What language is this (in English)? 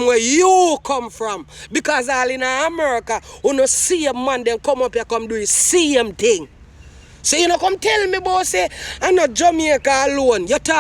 Jamaican Creole English